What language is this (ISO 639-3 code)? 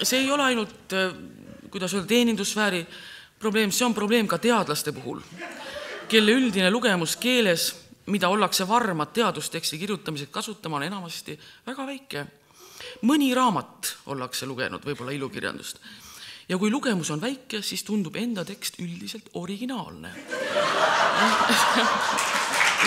est